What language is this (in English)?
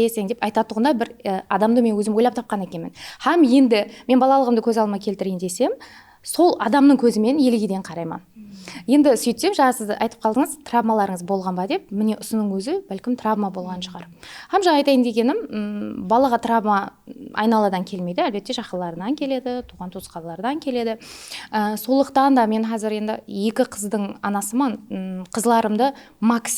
Kara-Kalpak